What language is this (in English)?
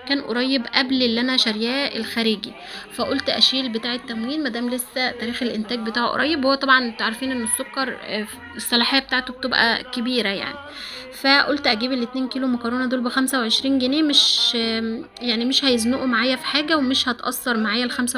Egyptian Arabic